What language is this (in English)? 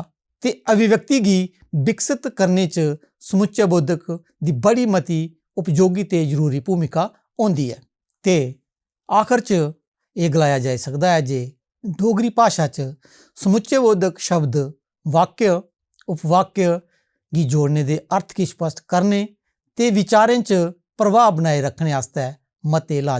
Dogri